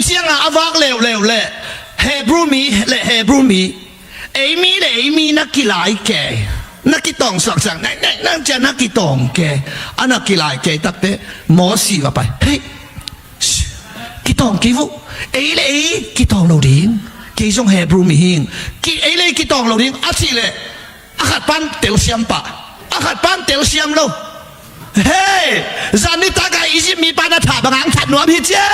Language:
Tedim Chin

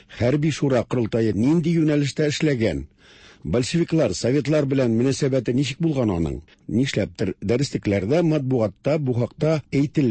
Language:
Tatar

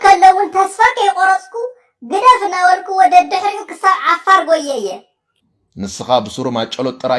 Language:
Tigrinya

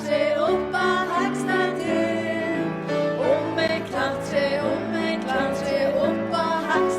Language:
Faroese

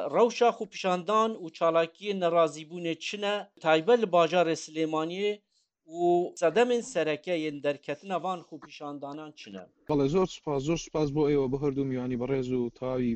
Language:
Central Kurdish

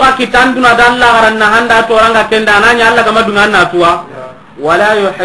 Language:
Soninke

